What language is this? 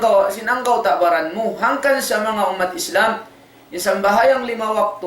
Tausug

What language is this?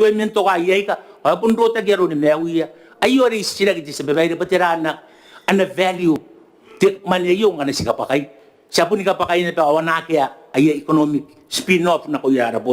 Gilbertese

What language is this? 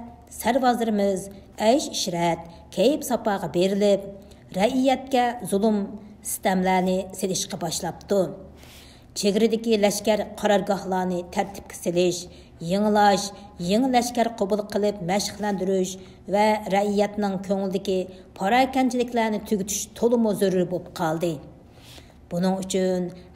Uyghur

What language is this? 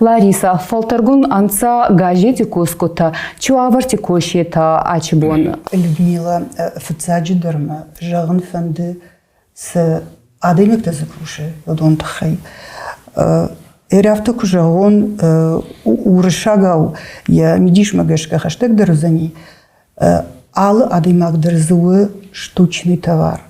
Ossetic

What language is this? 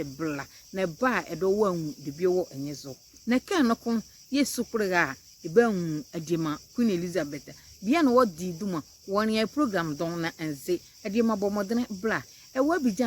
Nzima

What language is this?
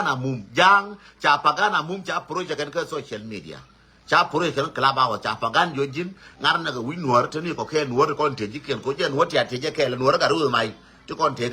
Nuer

